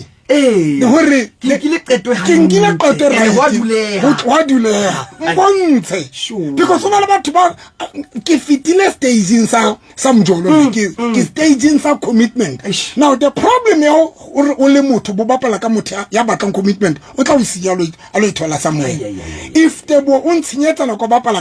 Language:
Southern Sotho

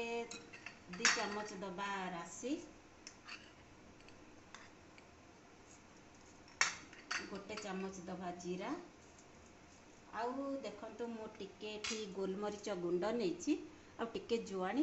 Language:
Odia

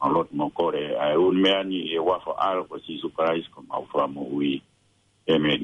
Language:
Tongan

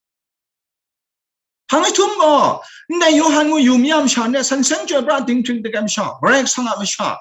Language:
Kachin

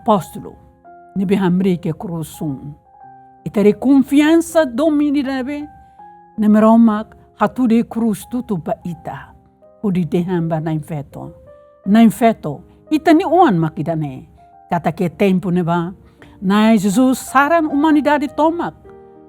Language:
Tetum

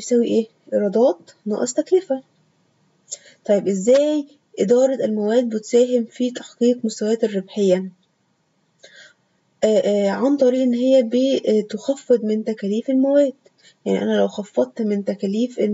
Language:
Egyptian Arabic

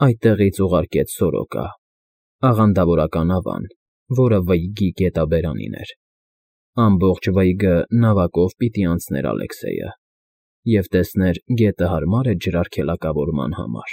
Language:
Armenian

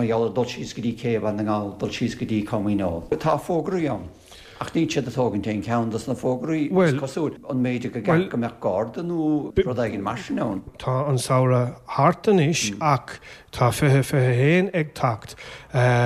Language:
Irish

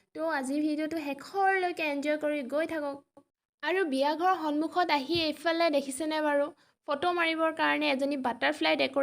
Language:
Assamese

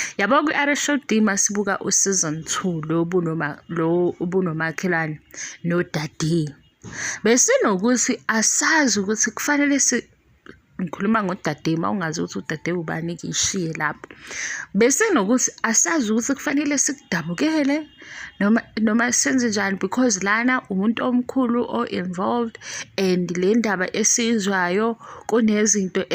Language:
Zulu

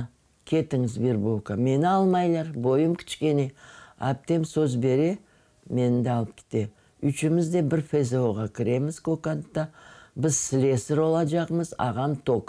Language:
Crimean Tatar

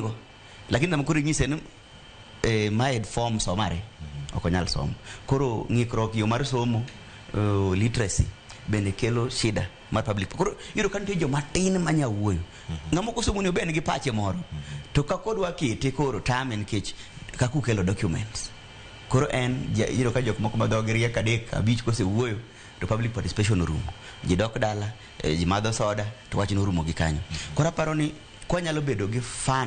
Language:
Luo (Kenya and Tanzania)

